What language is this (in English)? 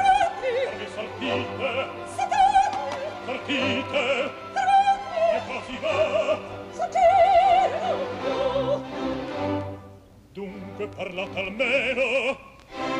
Italian